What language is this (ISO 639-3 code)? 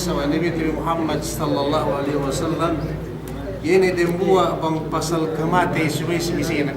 yka